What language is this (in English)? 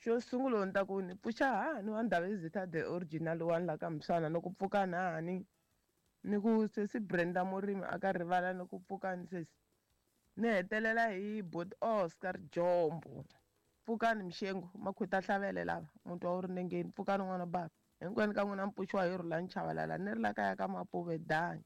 Tsonga